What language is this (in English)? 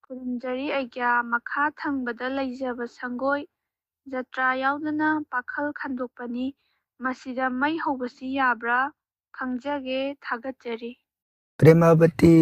Manipuri